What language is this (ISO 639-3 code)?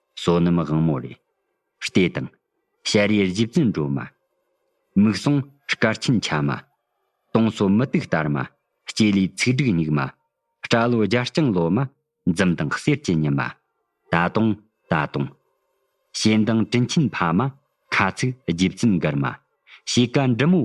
bod